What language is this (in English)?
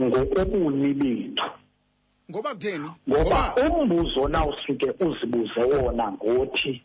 Xhosa